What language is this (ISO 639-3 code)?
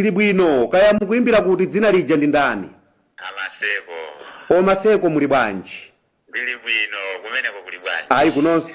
nya